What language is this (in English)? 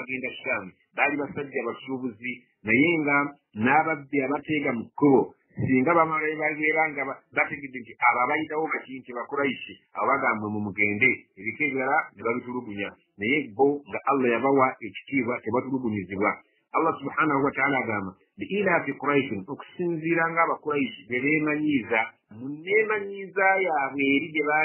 Ganda